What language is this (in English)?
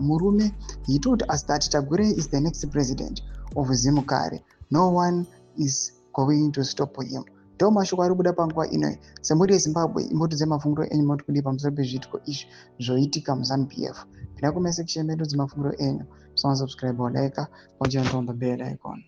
Shona